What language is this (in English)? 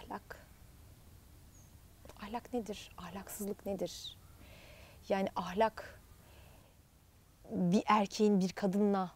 Turkish